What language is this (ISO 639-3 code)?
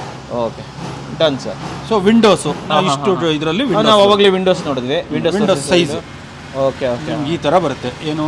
kan